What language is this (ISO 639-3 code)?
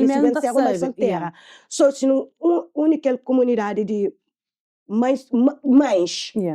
kea